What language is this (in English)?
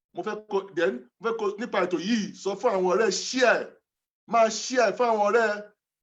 Yoruba